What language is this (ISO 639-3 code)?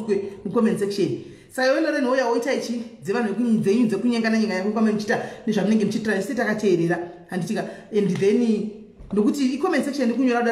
sna